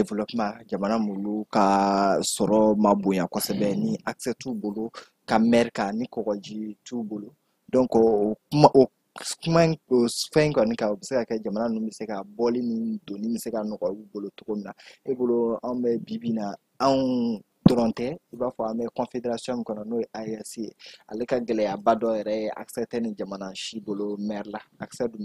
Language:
Bambara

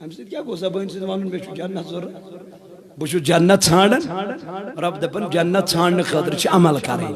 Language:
Kashmiri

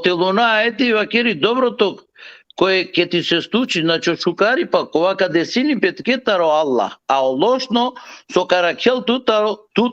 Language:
Balkan Romani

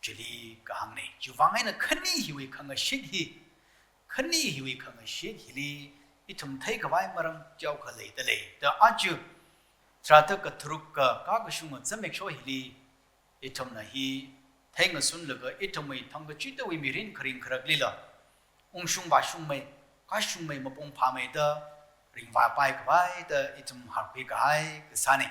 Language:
Tangkhul Naga (India)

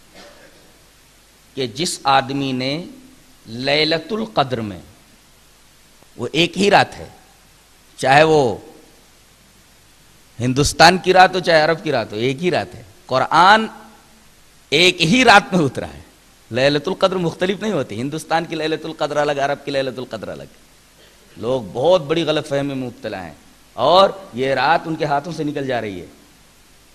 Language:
Urdu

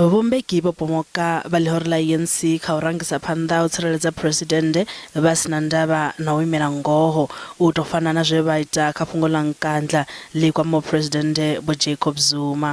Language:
Venda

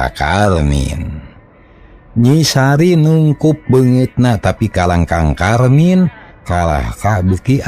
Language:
Sundanese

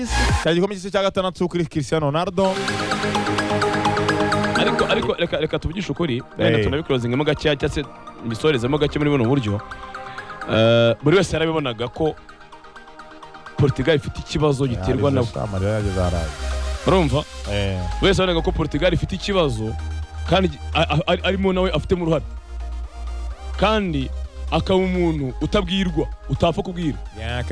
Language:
Kinyarwanda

